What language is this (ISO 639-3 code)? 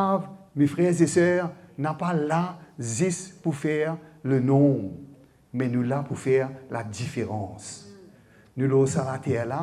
mfe